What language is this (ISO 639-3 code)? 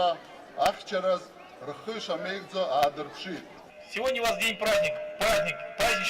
abk